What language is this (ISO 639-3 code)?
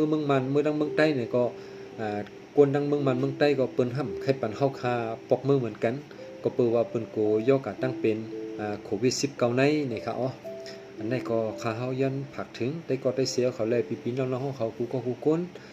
shn